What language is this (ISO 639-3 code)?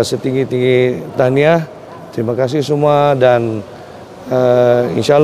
msa